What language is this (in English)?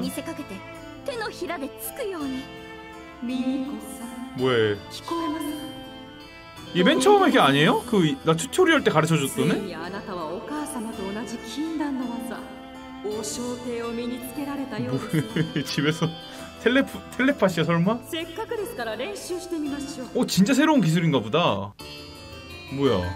Korean